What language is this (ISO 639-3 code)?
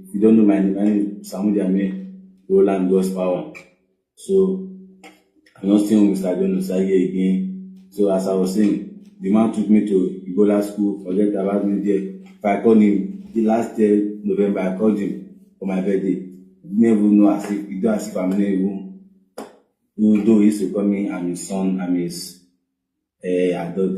pcm